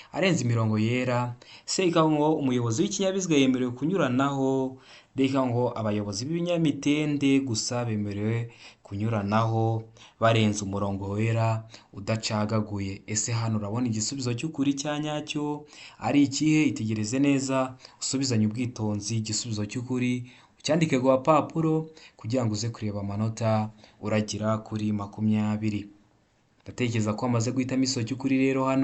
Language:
Kinyarwanda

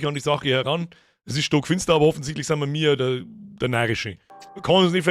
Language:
Bavarian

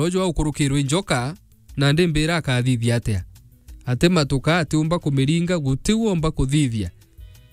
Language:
Meru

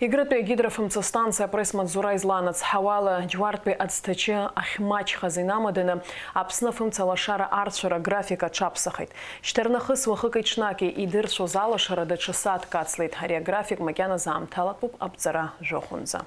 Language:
Abkhazian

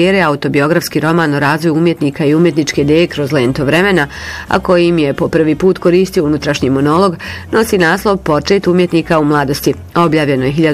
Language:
Bosnian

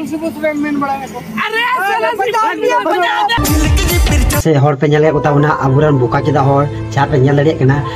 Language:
Santali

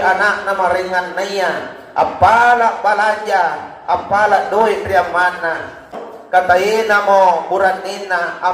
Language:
Makasar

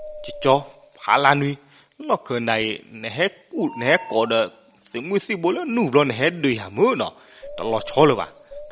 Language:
S'gaw Karen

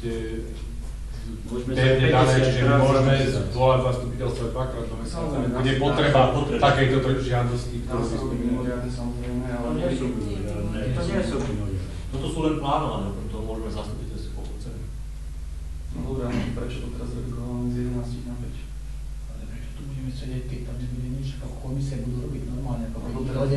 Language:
Slovak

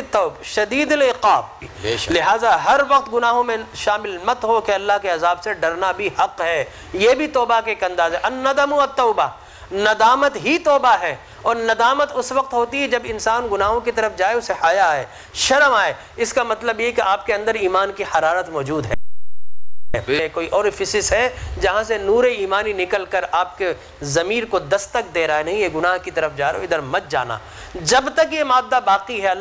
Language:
Urdu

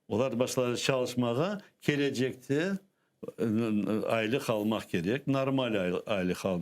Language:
Crimean Tatar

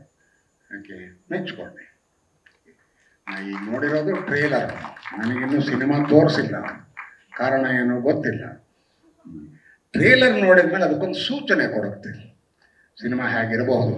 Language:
Kannada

